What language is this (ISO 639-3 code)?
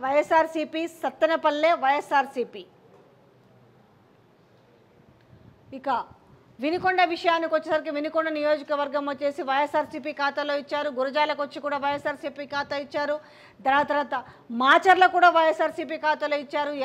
tel